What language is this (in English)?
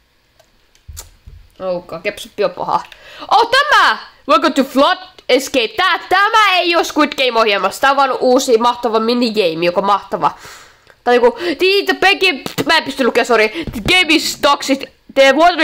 Finnish